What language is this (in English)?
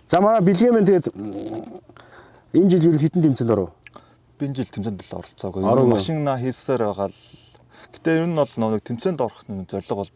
Mongolian